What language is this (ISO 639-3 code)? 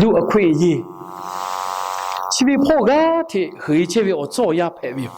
lhu